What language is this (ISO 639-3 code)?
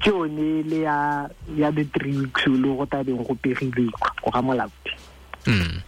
tsn